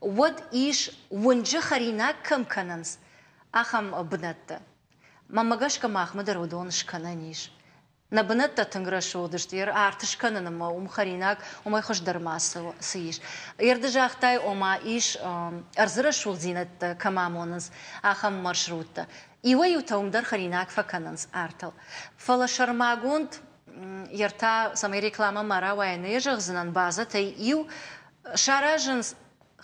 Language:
Ossetic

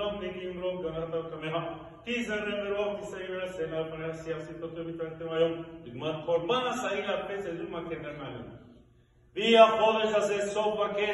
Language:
Hebrew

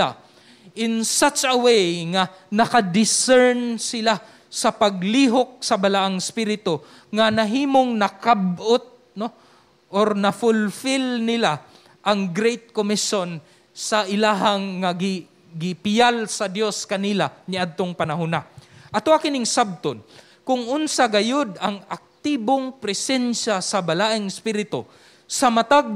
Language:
Cebuano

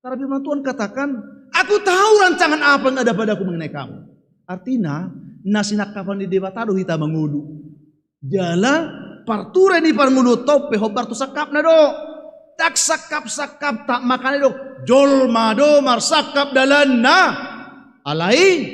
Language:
Batak Toba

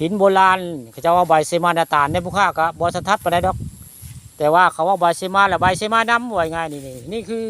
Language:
Northeastern Thai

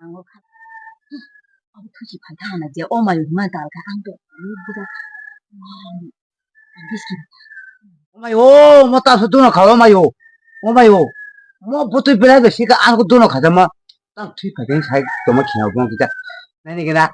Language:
Kok Borok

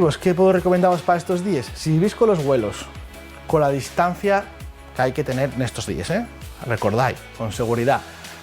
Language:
Asturian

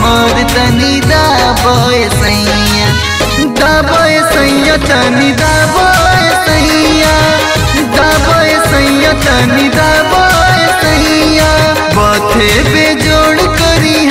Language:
Bhojpuri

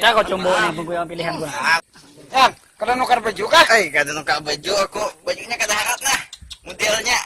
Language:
Banjar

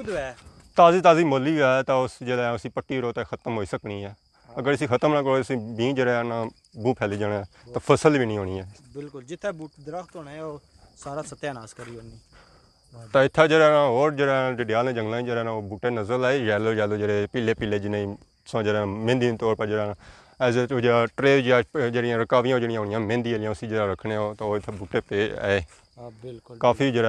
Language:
Pahari-Potwari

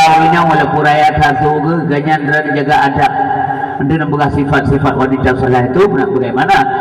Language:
Achinese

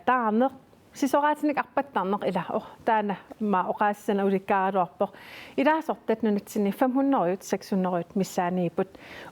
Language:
Kalaallisut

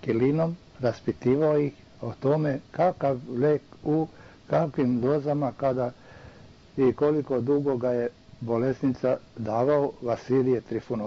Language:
Serbian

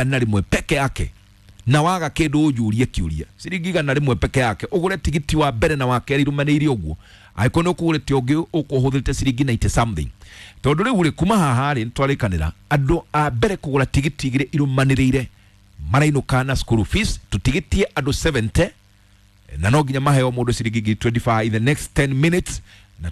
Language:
Kikuyu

